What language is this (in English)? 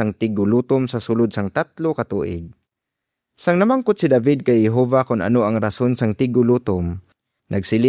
Hiligaynon